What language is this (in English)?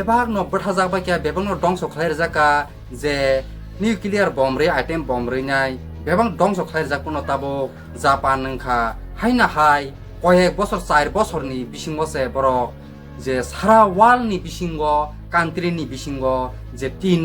Kok Borok